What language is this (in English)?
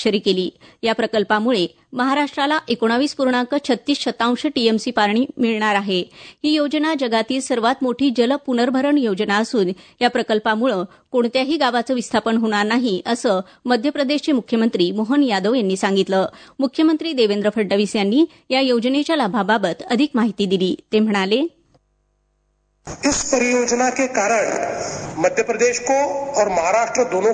Marathi